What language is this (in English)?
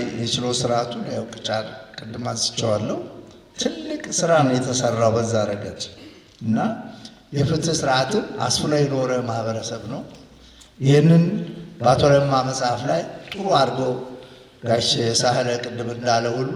Amharic